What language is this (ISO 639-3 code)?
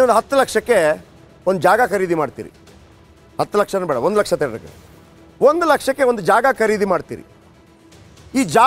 kan